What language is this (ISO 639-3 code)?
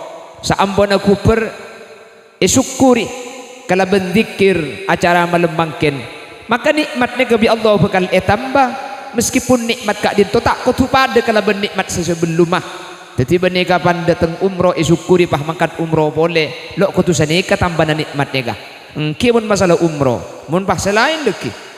mad